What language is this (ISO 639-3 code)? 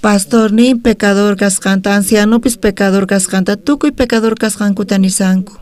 quh